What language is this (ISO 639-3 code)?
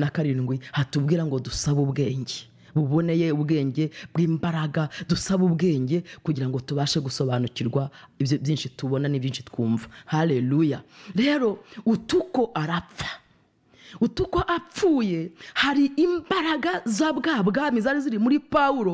kin